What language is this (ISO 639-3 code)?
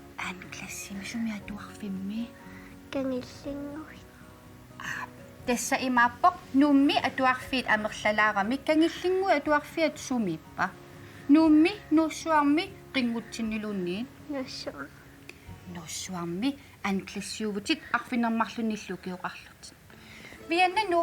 kal